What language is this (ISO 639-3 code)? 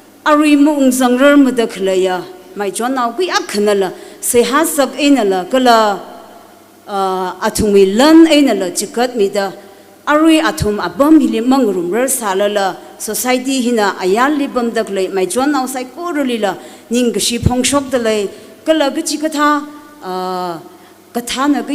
nmf